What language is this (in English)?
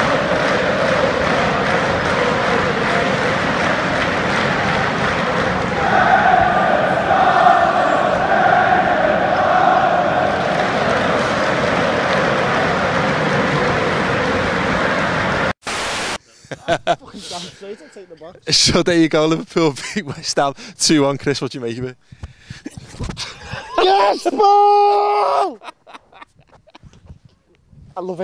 English